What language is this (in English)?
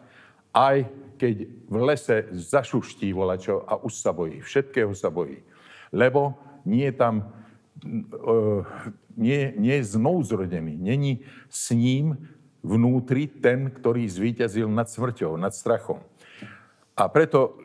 Slovak